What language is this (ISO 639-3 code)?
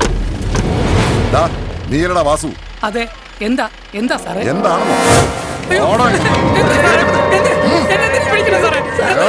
mal